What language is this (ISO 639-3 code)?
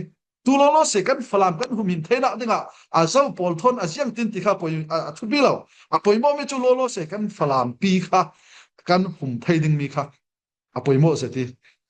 cfm